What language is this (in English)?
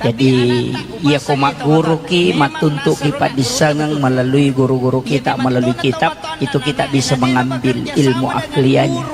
Buginese